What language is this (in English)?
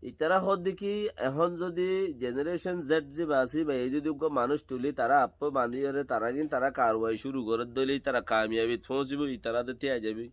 Rohingya